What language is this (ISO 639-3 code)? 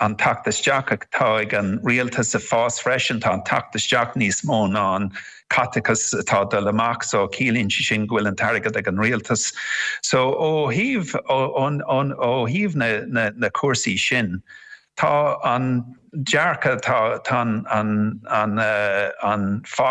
gle